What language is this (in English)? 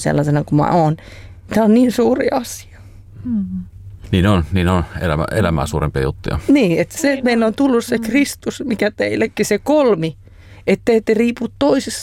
Finnish